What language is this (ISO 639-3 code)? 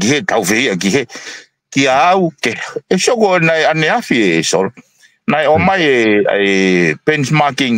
ton